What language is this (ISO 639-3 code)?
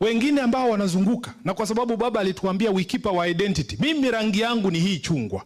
swa